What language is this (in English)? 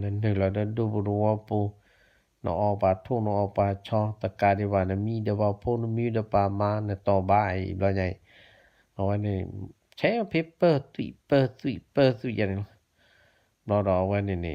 S'gaw Karen